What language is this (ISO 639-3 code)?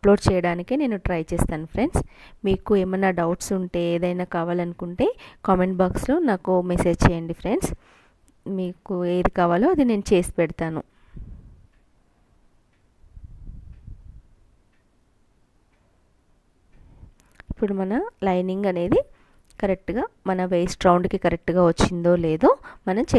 tel